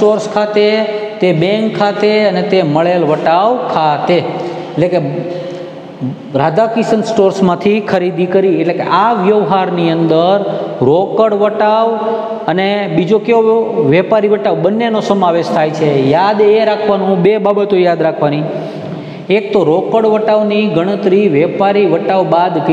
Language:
Gujarati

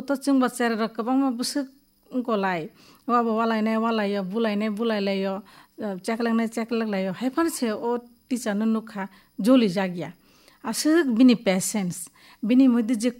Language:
Kok Borok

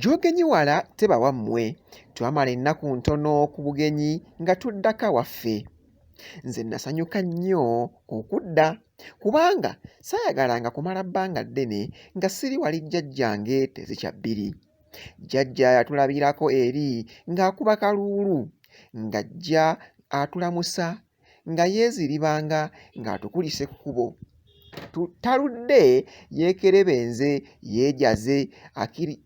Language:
Ganda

